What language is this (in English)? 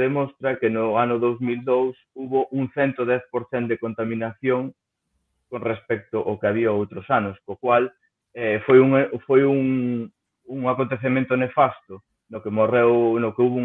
Galician